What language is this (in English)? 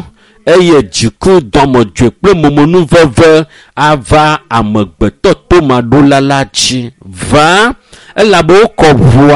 Ewe